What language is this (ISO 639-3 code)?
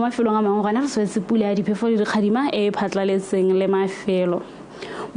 tsn